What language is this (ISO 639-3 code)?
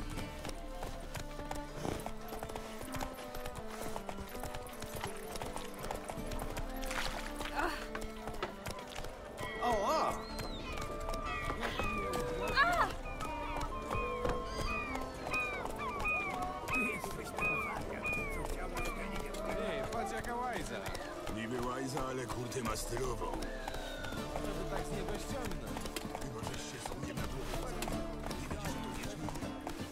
pol